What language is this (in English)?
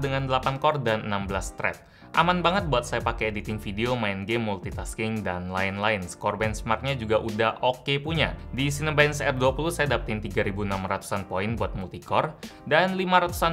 Indonesian